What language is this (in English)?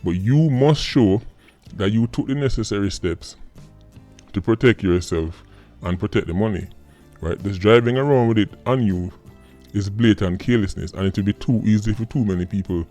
Jamaican Creole English